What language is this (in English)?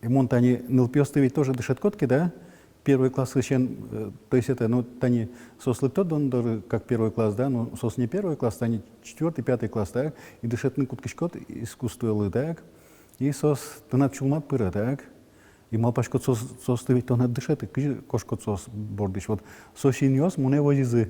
Udmurt